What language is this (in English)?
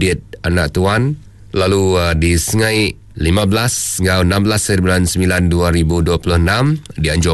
Iban